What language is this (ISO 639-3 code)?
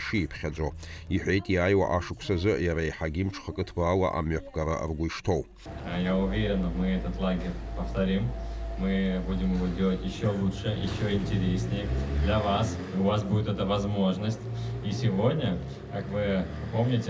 abk